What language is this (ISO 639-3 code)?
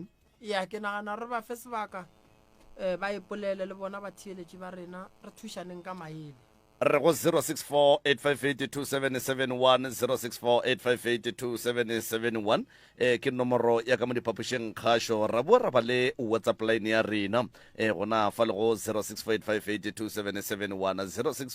nso